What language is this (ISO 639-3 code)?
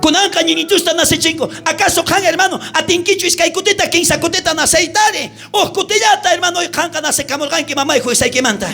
quh